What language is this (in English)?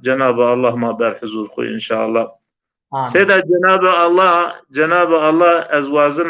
Zaza